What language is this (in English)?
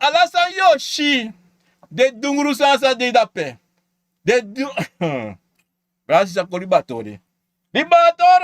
Sranan Tongo